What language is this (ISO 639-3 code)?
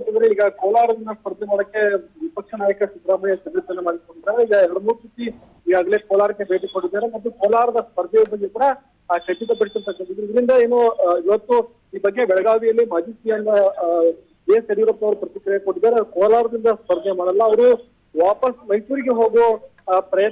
kan